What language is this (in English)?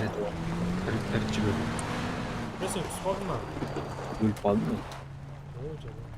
Kara-Kalpak